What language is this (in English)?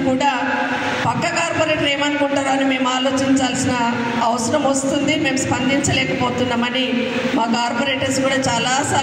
Telugu